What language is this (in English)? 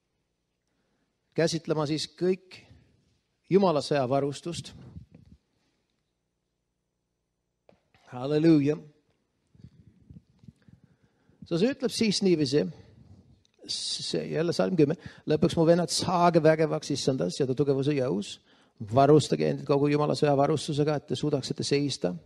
Estonian